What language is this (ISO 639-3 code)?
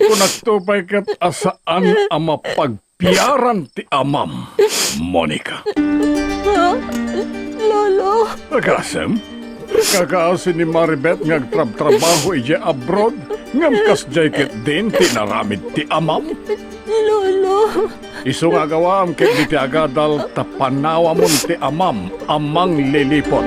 ilo